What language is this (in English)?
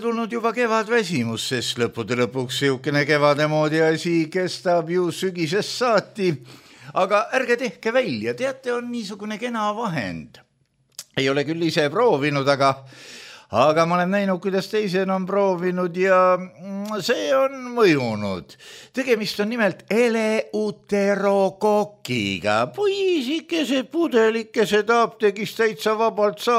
Estonian